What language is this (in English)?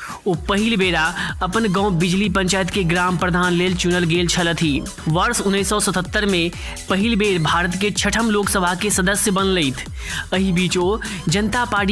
Maithili